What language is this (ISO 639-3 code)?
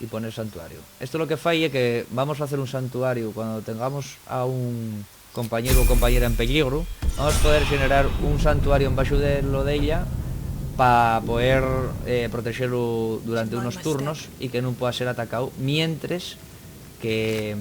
ast